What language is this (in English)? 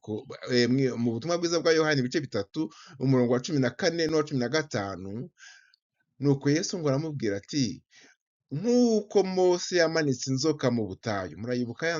Kinyarwanda